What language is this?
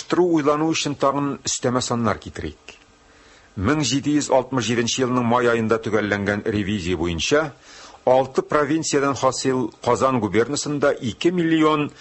Tatar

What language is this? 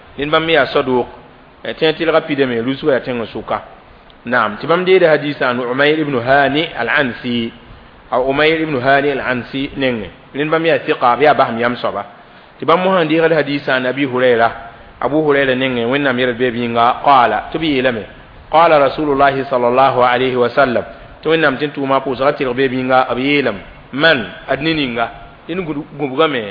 Mossi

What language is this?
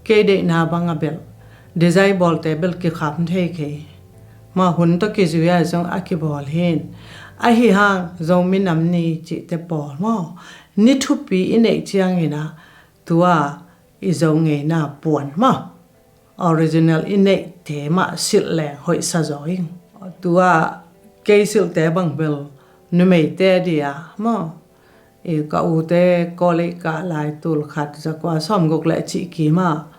Tedim Chin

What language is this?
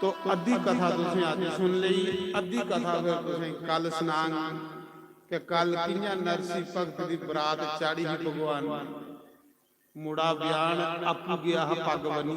Dogri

